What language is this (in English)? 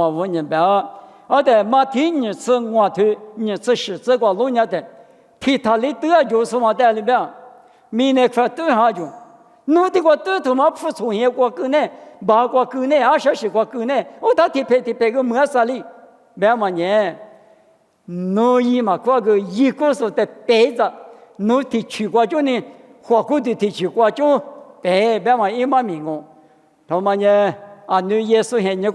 Lisu